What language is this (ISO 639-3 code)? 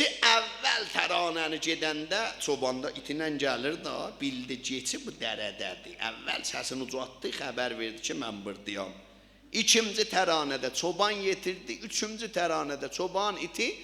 azb